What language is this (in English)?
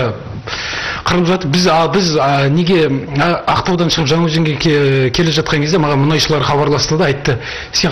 Kazakh